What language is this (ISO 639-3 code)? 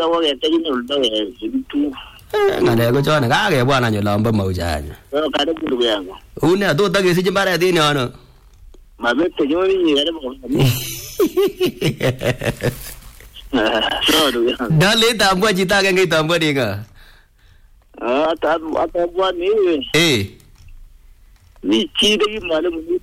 swa